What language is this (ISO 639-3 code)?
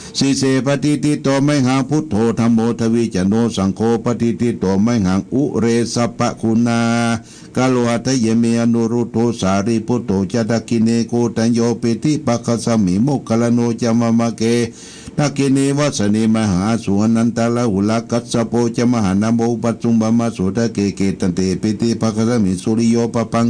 pli